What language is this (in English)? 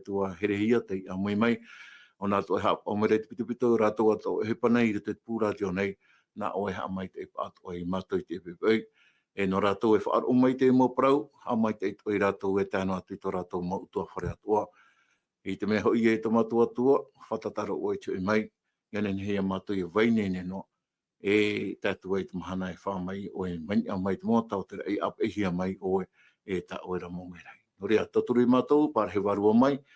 Tahitian